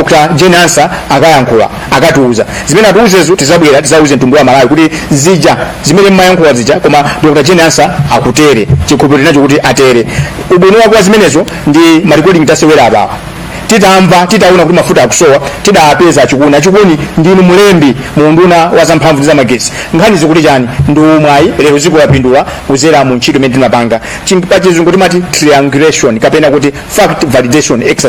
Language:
Nyanja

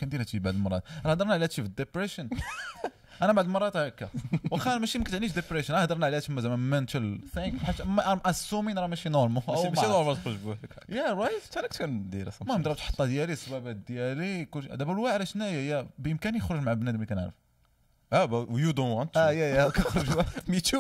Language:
Moroccan Arabic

